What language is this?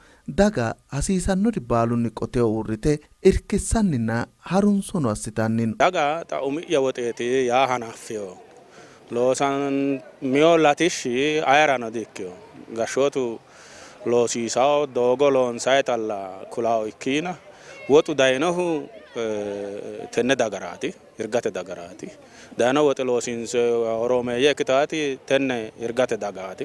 Sidamo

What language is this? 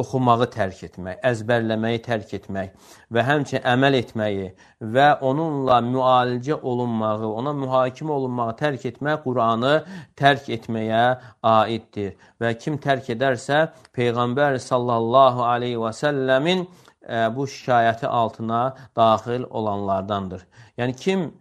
Azerbaijani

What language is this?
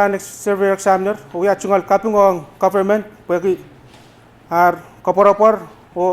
Pohnpeian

